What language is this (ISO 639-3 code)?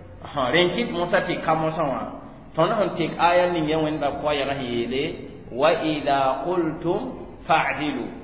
mos